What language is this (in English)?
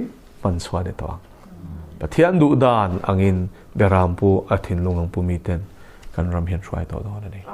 Mizo